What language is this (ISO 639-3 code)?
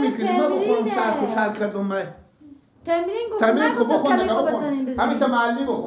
fas